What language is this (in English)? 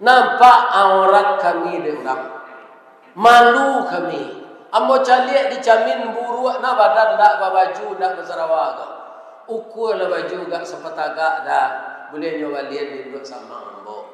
Minangkabau